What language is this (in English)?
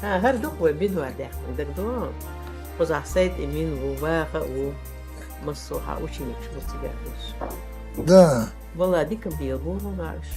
Chechen